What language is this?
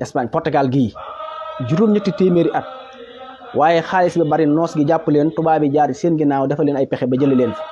Wolof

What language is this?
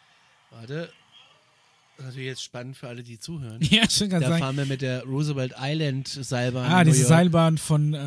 German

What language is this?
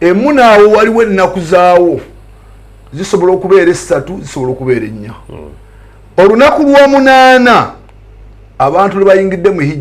Ganda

